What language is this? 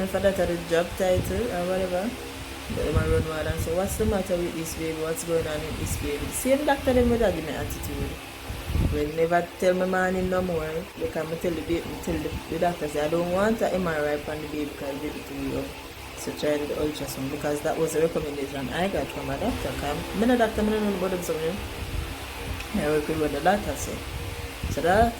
Jamaican Creole English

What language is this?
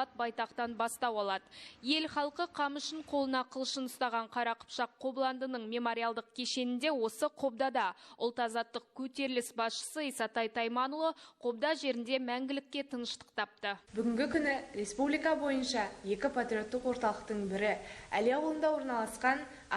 Kazakh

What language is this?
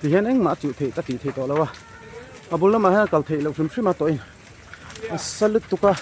Mizo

